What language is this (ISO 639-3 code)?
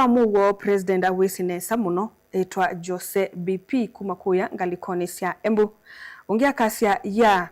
kam